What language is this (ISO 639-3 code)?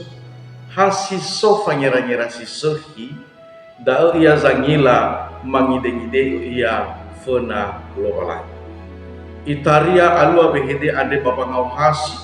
nia